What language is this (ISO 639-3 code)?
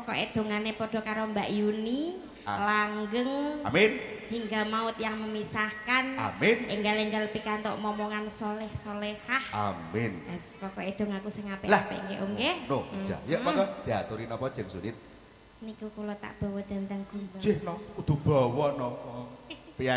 jav